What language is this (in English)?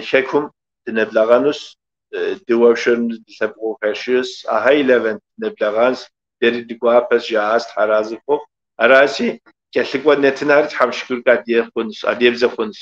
Kabardian